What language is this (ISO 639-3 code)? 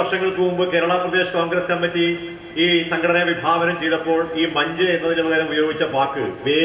mal